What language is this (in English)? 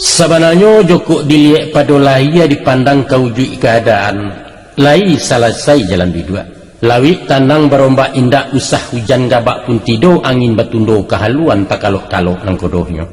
Minangkabau